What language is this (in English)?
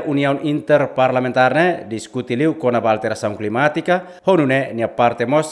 Tetum